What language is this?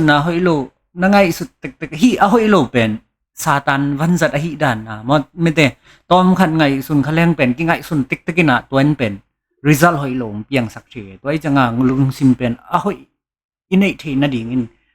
Tedim Chin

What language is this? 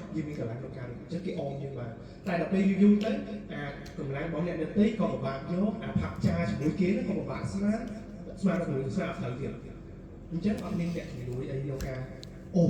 Khmer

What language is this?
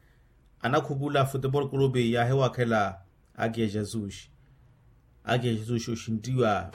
Makhuwa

